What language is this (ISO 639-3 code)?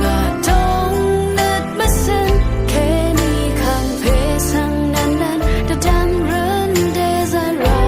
raw